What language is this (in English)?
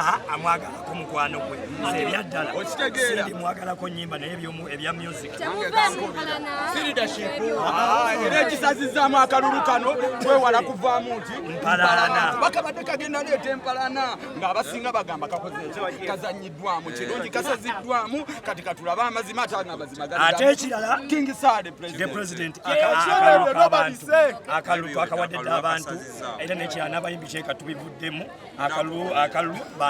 Ganda